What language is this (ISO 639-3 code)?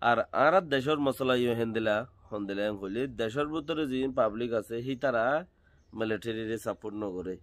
rhg